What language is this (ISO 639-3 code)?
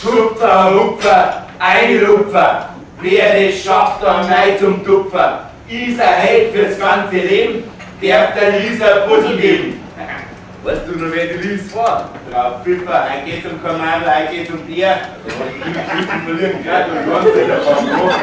bar